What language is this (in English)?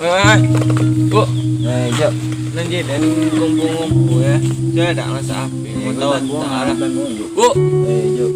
Minangkabau